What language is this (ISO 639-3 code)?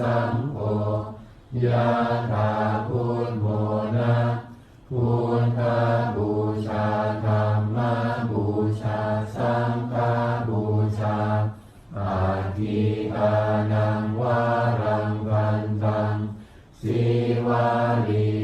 pli